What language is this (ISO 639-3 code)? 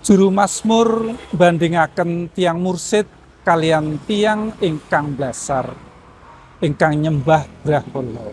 jav